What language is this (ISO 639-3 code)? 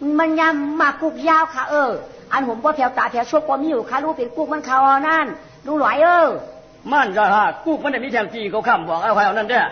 shn